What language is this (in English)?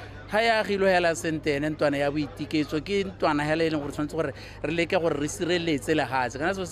Tswana